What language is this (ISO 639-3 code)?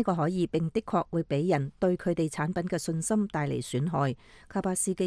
yue